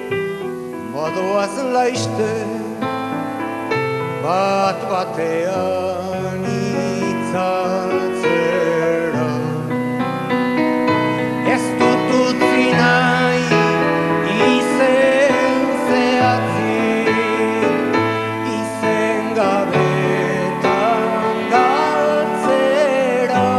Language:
Basque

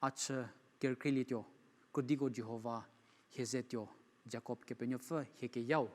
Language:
Angami Naga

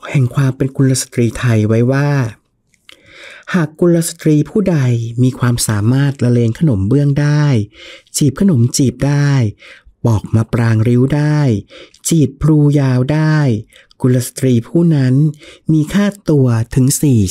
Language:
Thai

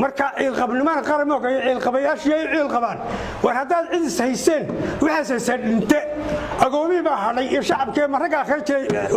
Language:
Somali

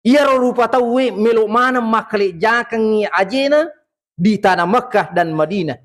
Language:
Buginese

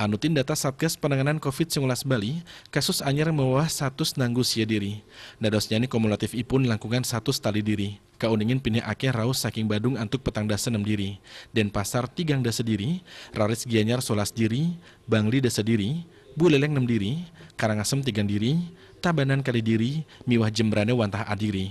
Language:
Balinese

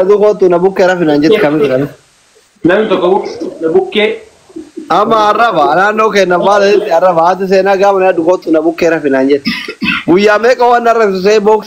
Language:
Oromo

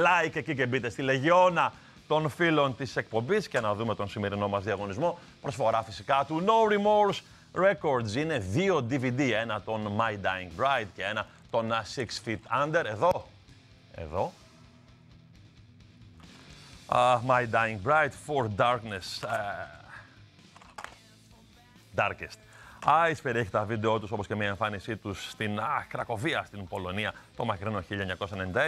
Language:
Greek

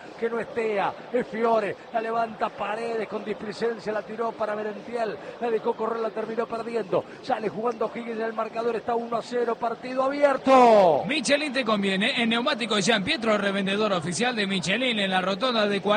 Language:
Spanish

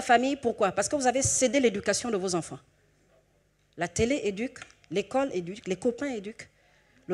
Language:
French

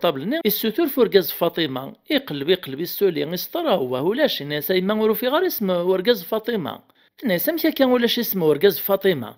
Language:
Kabyle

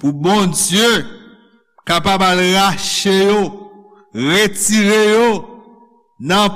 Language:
Haitian Creole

